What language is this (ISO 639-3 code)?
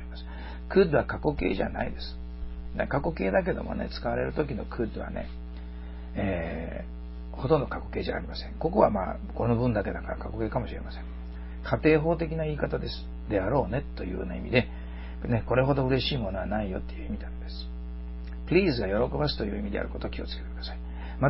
jpn